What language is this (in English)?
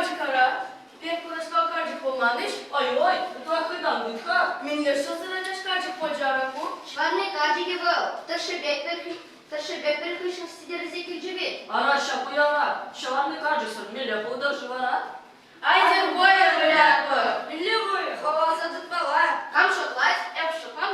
Chuvash